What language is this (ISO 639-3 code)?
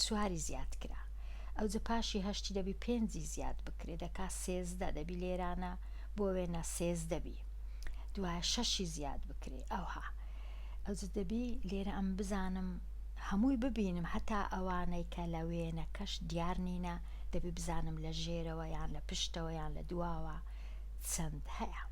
ckb